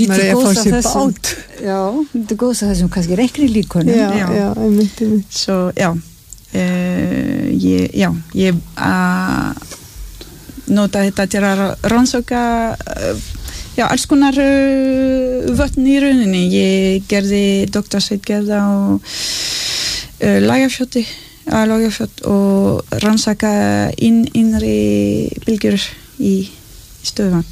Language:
Icelandic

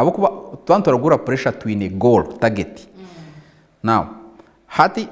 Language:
Nyankole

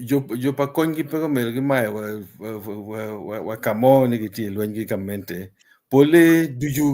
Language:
Acoli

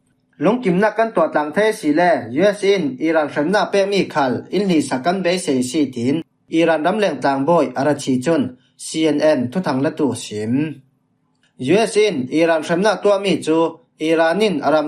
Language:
Falam Chin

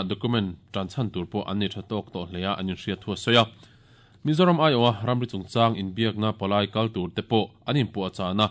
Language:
Mizo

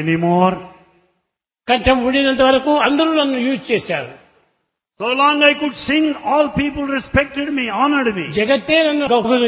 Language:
Telugu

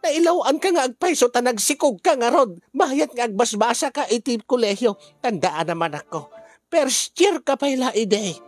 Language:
Iloko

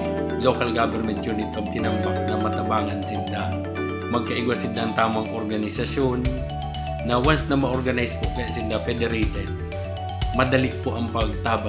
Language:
Bikol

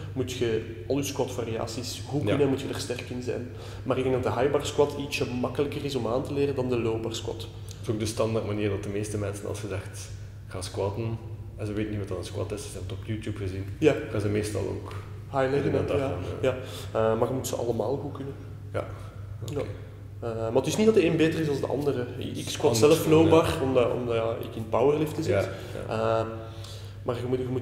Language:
Dutch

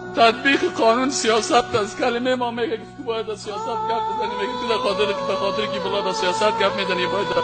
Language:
Persian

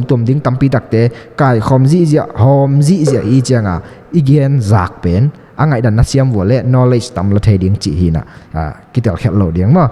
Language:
Tedim Chin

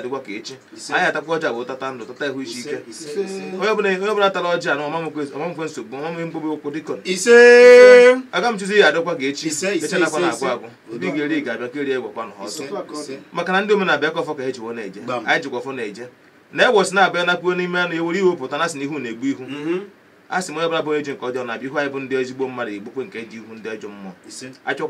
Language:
Igbo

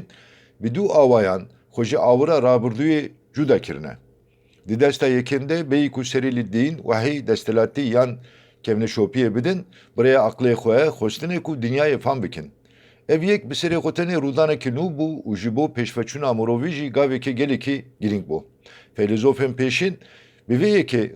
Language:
Kurdish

